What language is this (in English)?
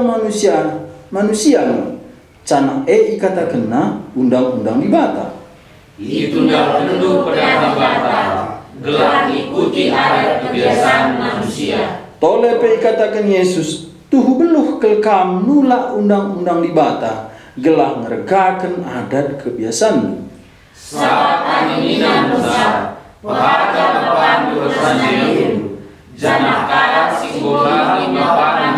Batak Karo